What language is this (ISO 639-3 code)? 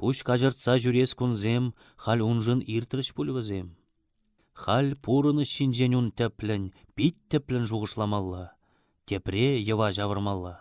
chv